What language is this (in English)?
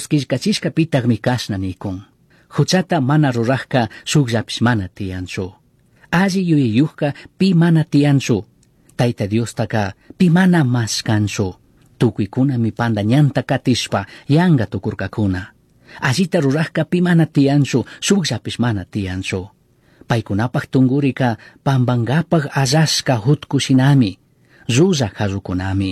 Chimborazo Highland Quichua